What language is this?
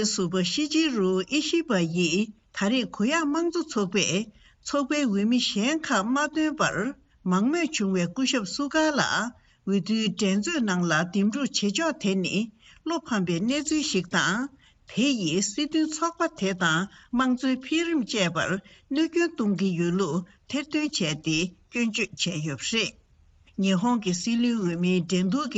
Tibetan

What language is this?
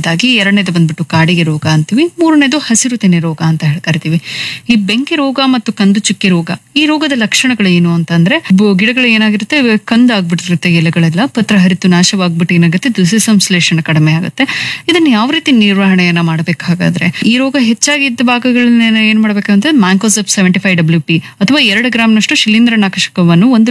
Kannada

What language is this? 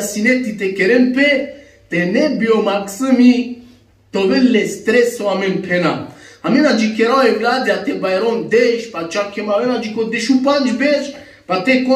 Balkan Romani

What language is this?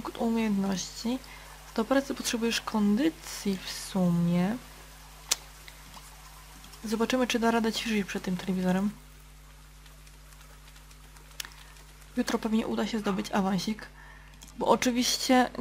Polish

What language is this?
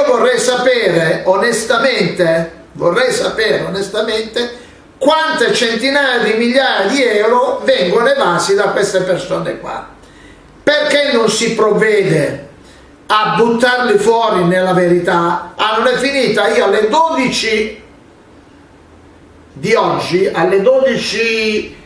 Italian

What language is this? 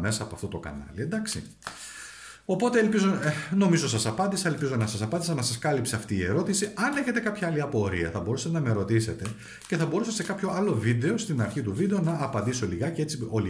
Greek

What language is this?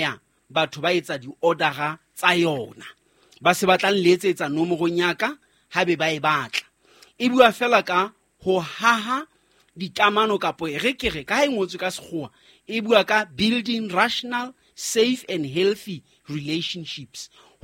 Southern Sotho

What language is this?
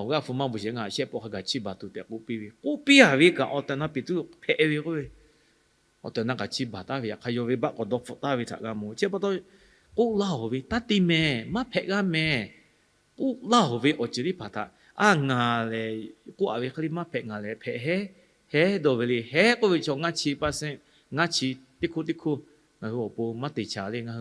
Lahu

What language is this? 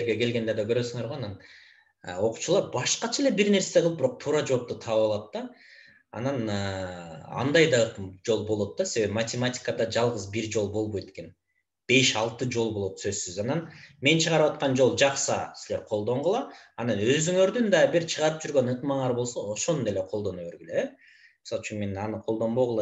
Kyrgyz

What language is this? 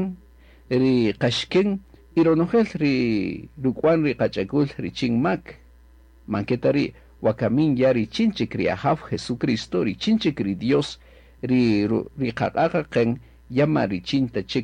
Kaqchikel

